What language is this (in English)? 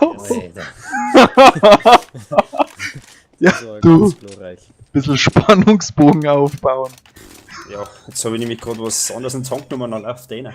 Bavarian